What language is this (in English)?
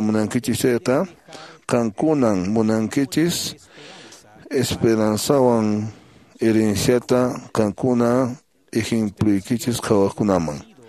Quechua